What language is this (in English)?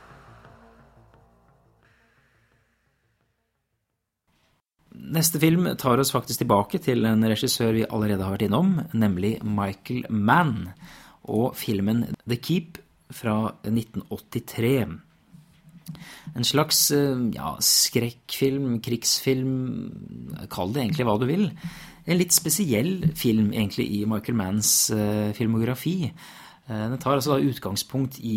Norwegian